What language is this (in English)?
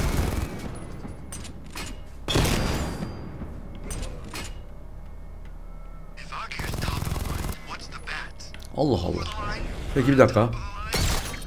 Turkish